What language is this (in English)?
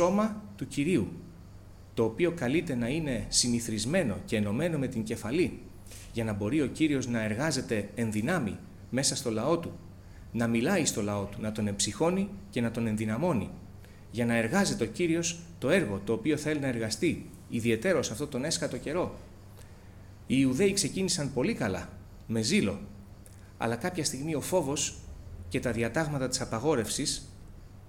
Greek